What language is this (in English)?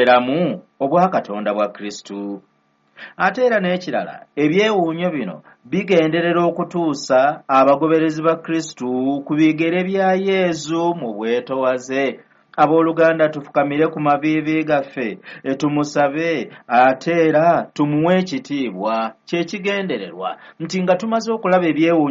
Ganda